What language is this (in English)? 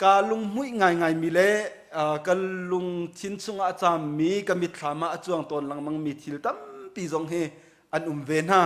Hakha Chin